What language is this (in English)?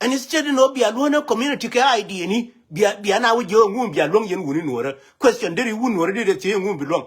Nuer